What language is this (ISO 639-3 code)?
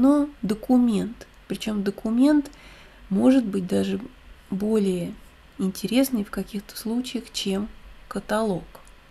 rus